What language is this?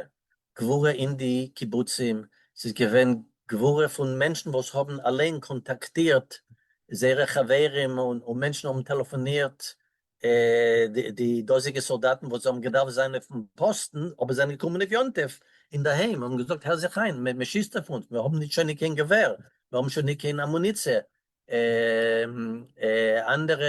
Yiddish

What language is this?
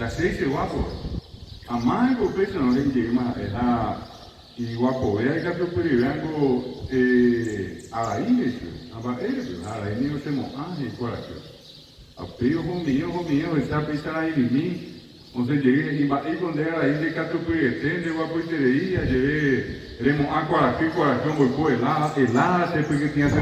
Guarani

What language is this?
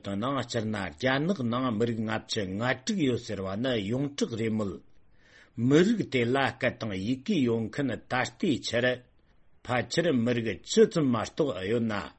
Tibetan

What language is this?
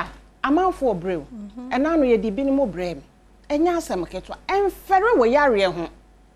Akan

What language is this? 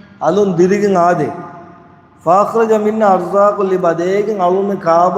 Divehi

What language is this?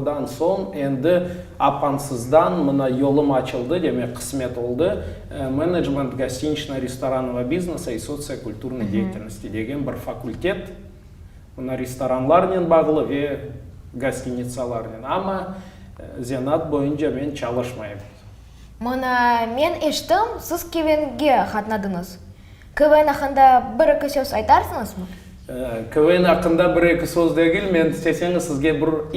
Crimean Tatar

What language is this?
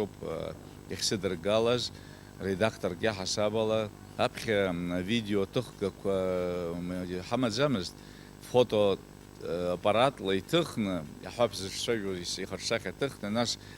Abkhazian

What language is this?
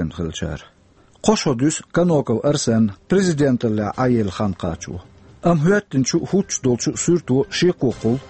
Chechen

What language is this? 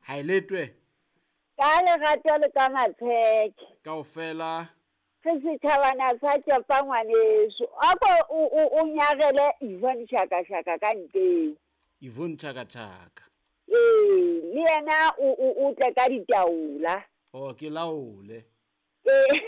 Southern Sotho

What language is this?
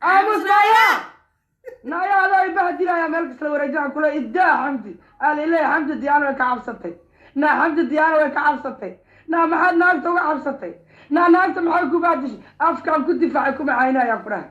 Somali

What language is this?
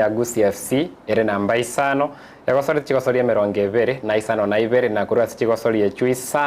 Gusii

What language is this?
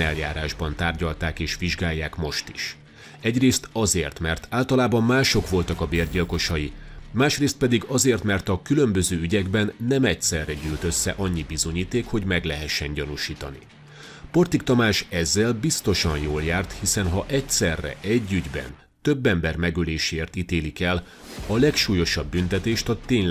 Hungarian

